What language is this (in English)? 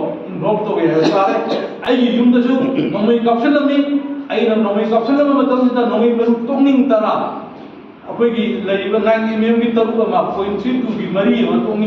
Manipuri